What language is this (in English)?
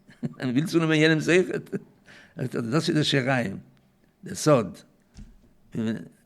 Yiddish